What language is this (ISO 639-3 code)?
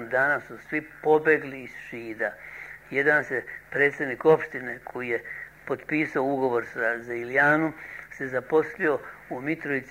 srp